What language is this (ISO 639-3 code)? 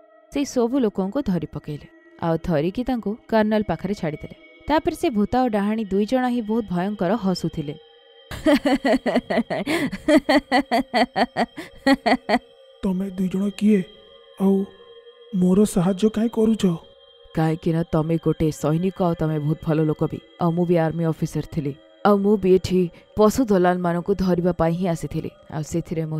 ori